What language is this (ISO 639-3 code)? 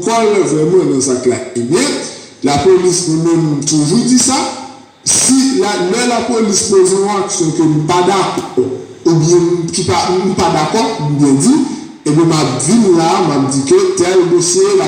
hat